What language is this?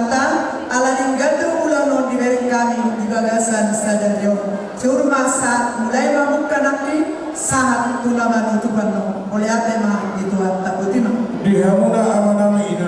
Batak Toba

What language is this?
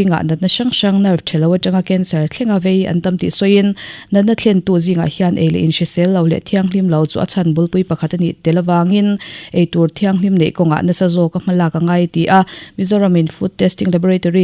Mizo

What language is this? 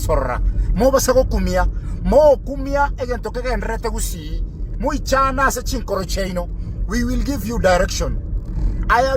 Gusii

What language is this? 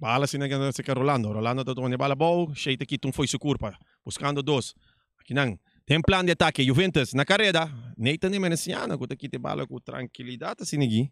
Papiamento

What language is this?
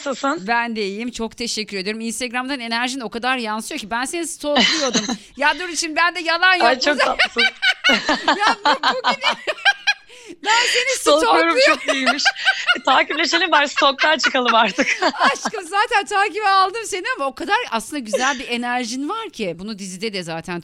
Turkish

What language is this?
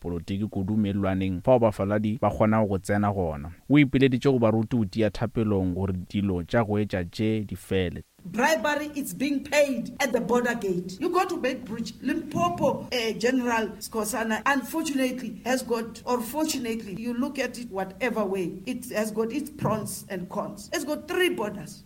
Northern Sotho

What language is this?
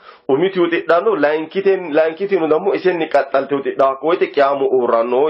Sidamo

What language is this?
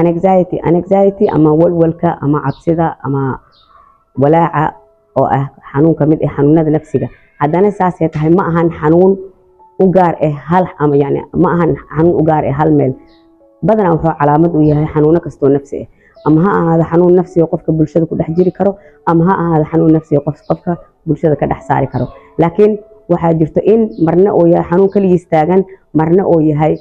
Somali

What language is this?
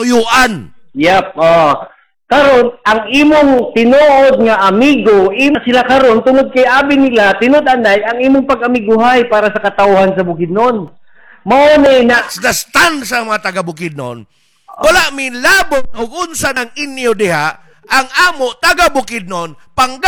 Cebuano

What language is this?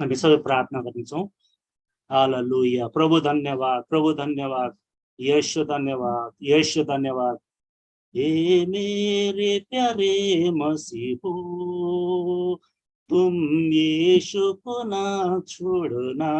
Eastern Tamang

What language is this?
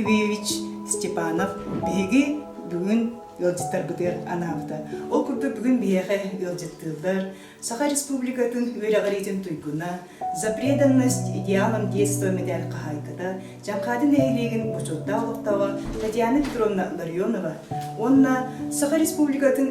Yakut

